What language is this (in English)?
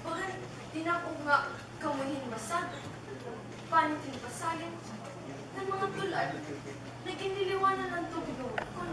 Waray